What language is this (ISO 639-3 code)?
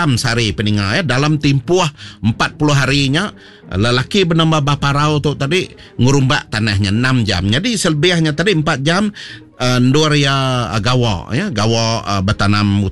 iba